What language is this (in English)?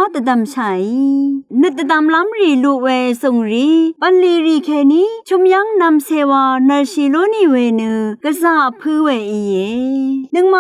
Rawang